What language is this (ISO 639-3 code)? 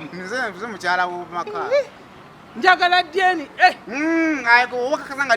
lug